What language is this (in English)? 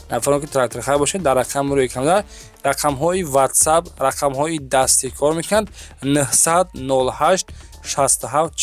Tajik